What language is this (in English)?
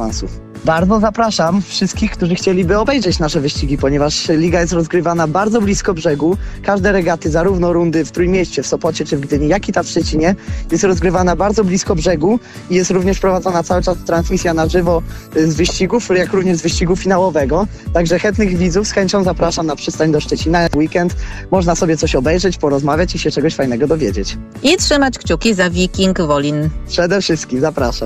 Polish